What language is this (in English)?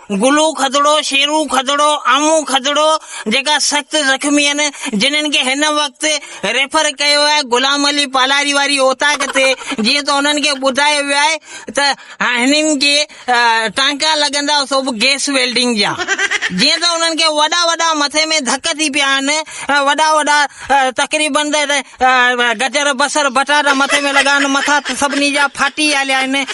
Sindhi